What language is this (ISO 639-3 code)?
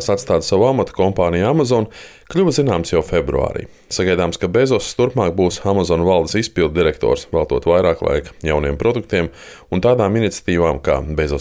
lav